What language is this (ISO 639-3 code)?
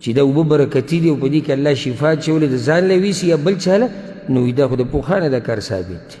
pus